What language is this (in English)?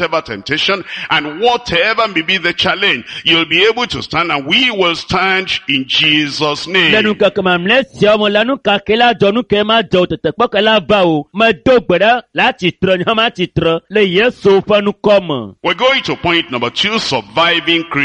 Ewe